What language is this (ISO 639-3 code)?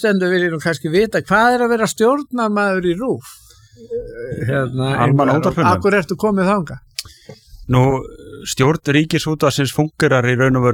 isl